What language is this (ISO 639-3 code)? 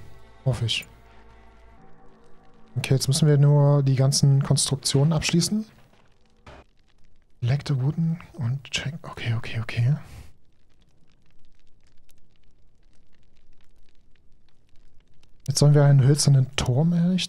deu